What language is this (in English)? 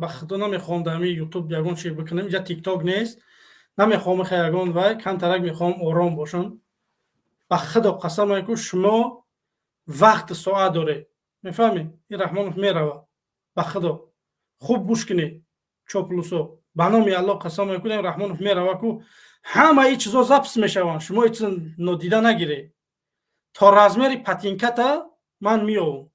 Tajik